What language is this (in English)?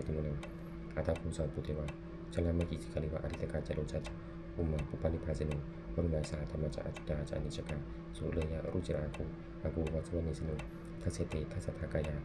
Pali